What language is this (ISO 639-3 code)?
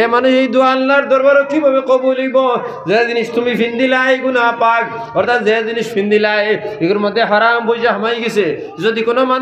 syl